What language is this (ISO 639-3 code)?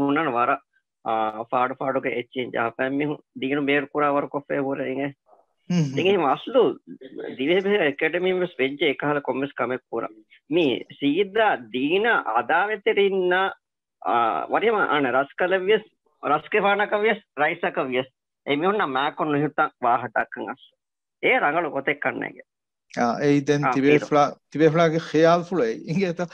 div